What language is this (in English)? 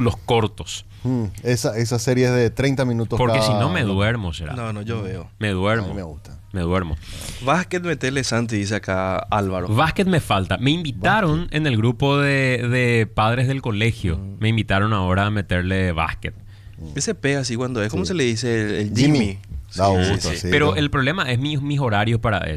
Spanish